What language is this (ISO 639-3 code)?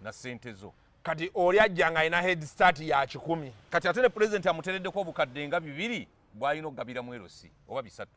lug